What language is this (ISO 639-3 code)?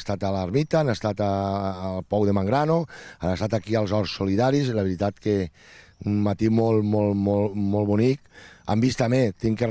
cat